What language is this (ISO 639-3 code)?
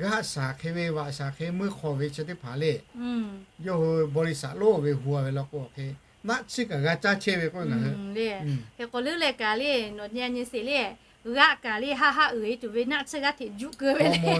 lhu